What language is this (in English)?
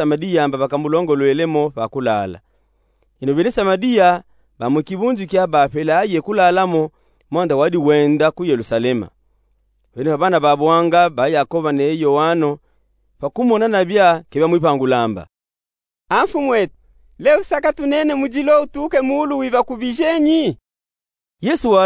Luba-Katanga